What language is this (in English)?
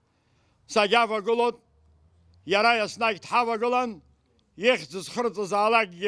Abkhazian